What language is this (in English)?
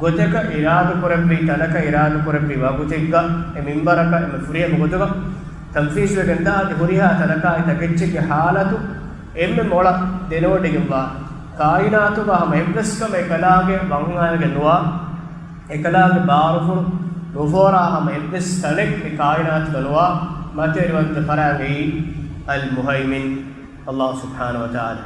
Divehi